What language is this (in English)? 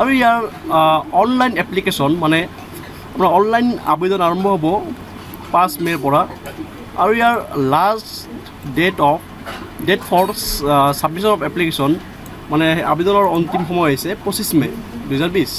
Assamese